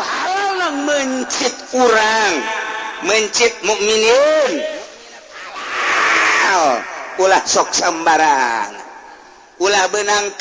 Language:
Sundanese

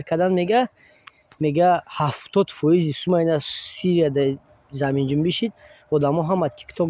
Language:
Tajik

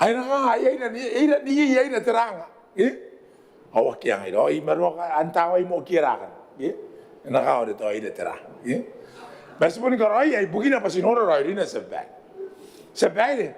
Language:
Gilbertese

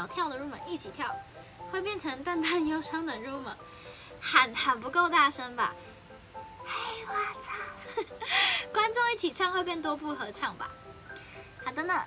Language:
Chinese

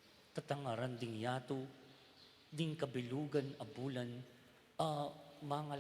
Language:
Pampanga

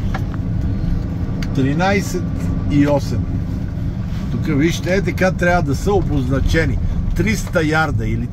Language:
Bulgarian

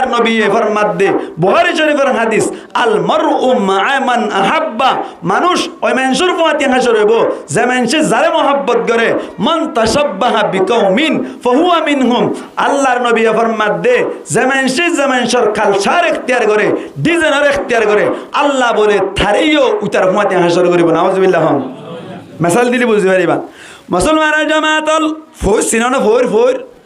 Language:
Rohingya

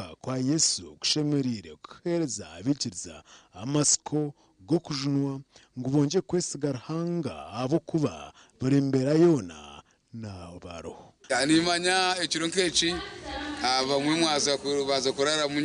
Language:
Nyankole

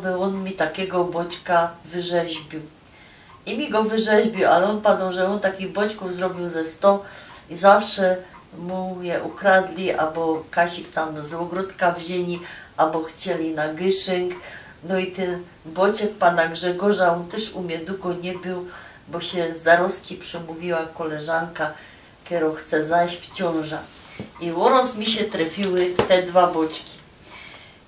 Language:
Silesian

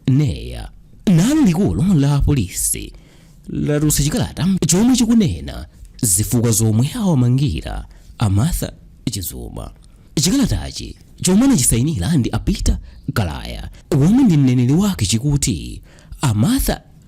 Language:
Nyanja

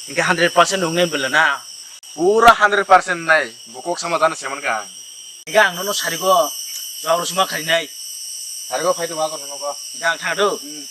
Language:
Kok Borok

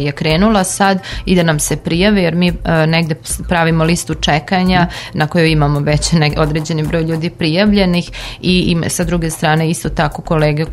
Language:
Serbian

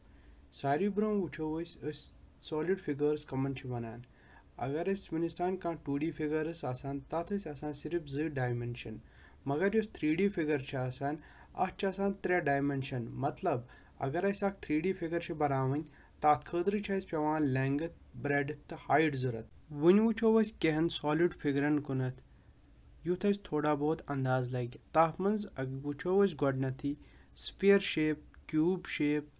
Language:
Kashmiri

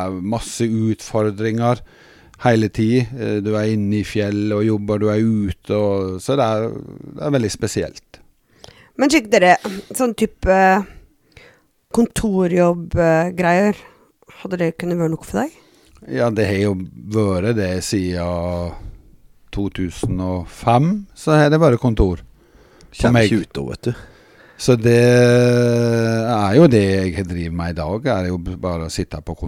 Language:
Norwegian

